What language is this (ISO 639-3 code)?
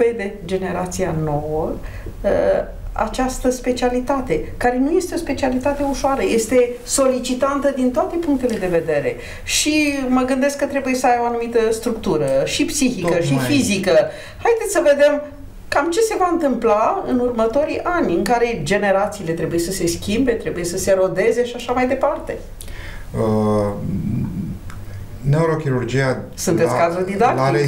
ron